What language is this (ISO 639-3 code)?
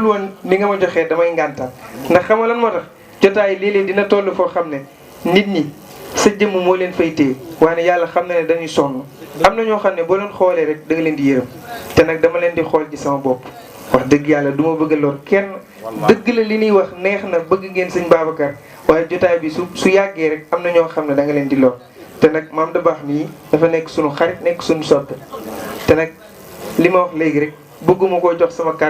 wol